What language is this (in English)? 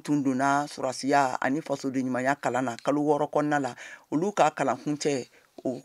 Bambara